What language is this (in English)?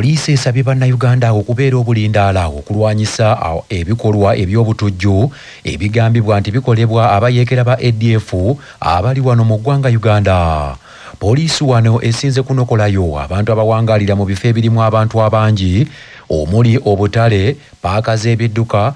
Ganda